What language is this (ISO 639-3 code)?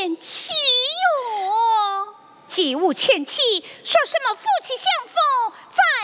zho